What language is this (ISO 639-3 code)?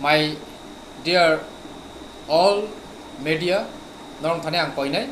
trp